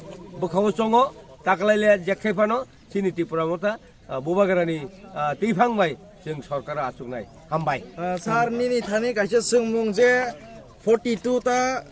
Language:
Kok Borok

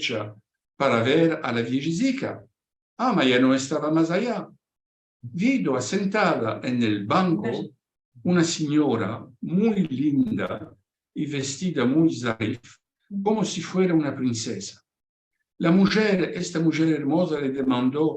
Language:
Ladino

